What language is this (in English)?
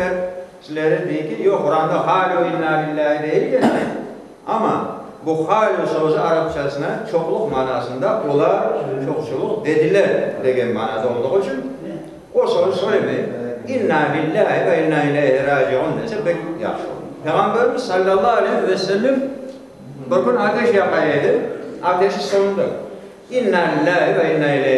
Crimean Tatar